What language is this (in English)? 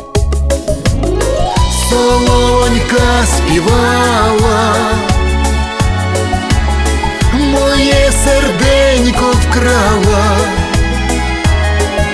Ukrainian